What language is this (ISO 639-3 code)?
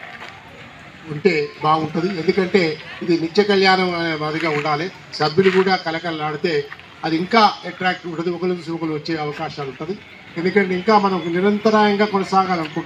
tel